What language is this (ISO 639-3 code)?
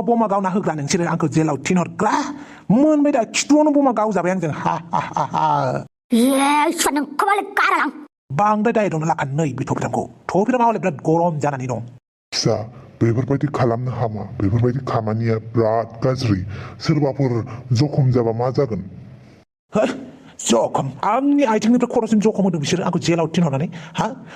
brx